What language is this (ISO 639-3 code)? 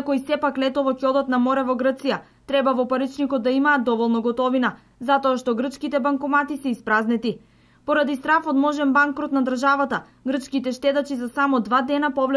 mkd